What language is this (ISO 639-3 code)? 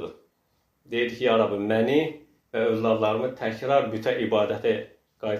aze